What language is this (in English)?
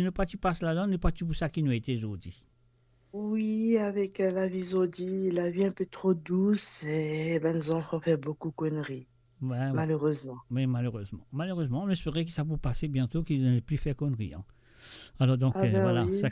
Morisyen